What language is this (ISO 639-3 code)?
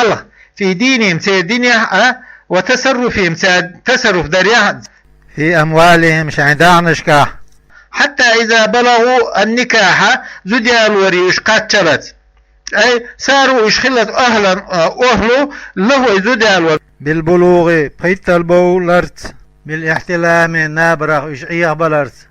che